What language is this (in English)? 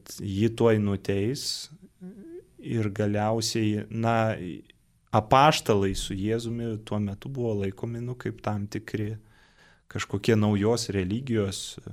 Lithuanian